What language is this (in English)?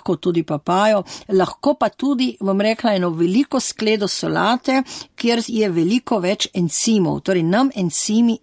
Slovenian